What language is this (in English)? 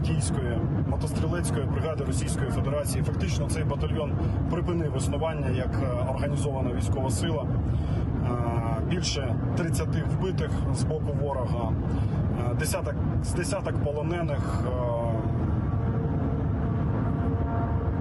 Ukrainian